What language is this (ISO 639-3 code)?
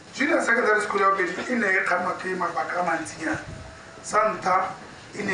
tsn